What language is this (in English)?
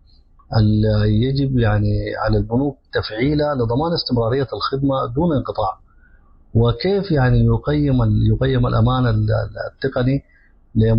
Sudanese Arabic